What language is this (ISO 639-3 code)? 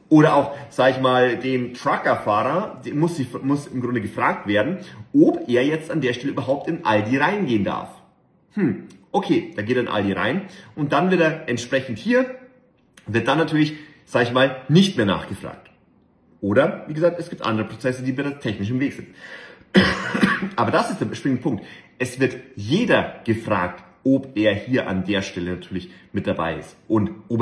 deu